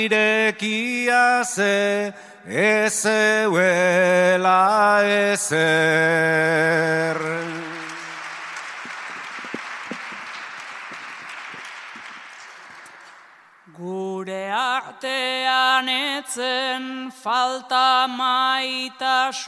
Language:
Basque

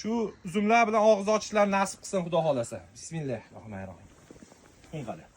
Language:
Uzbek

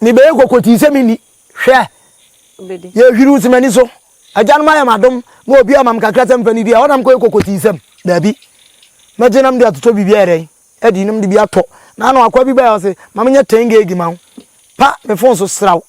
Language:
Akan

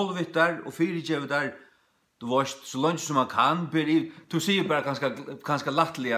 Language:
Faroese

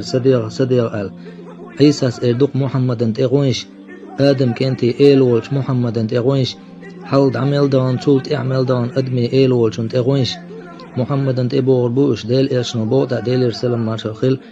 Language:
Chechen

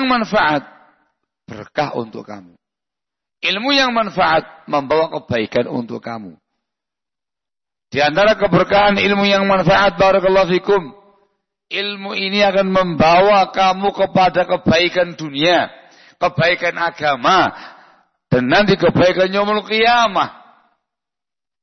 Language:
Indonesian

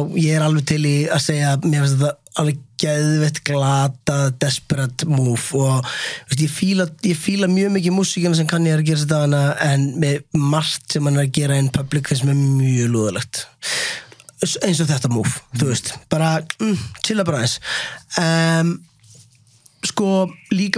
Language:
Icelandic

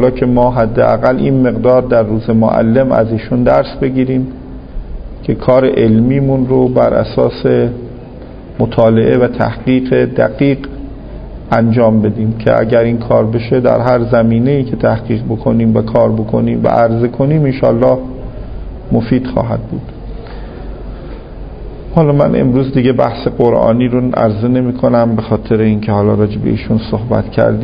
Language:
Persian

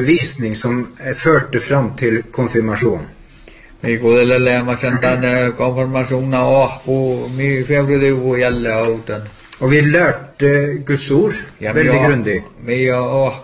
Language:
Norwegian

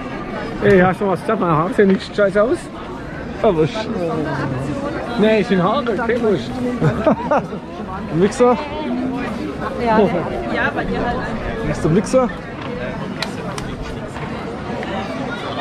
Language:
German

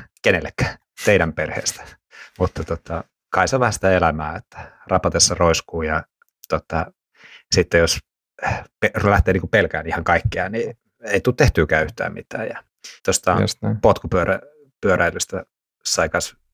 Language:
Finnish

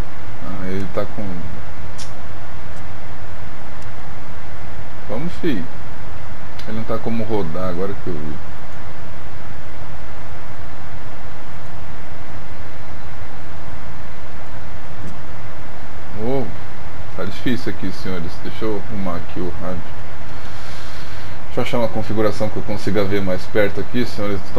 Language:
Portuguese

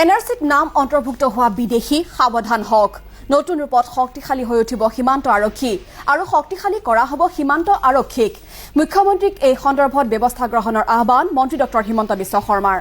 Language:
Assamese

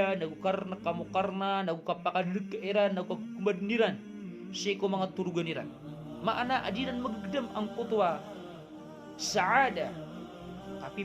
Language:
Maranao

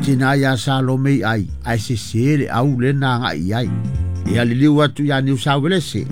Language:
Samoan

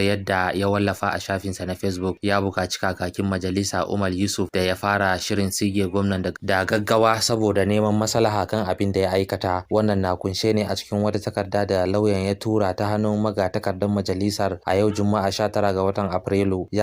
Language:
Hausa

